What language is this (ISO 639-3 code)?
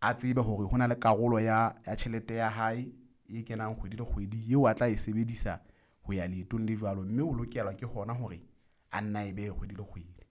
sot